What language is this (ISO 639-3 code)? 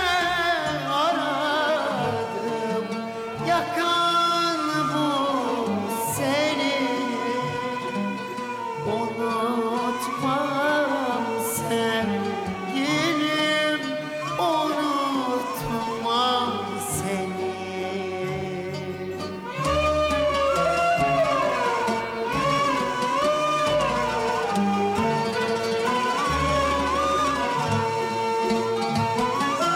tur